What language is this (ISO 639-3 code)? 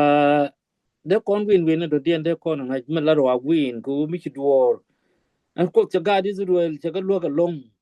nus